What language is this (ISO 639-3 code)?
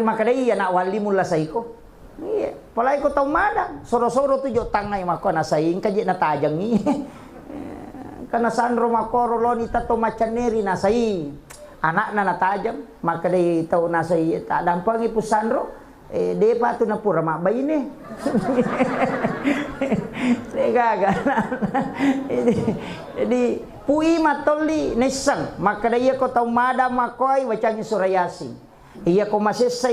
bug